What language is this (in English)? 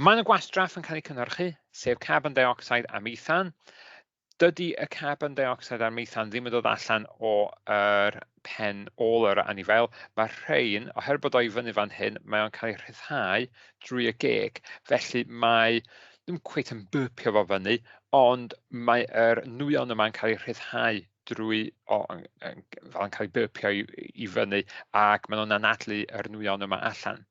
Welsh